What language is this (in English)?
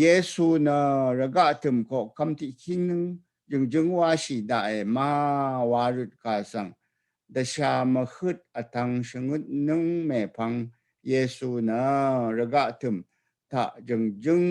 Rawang